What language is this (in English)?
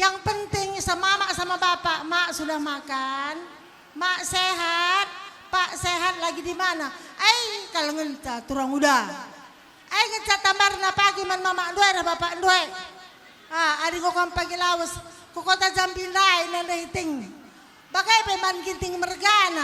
Batak Karo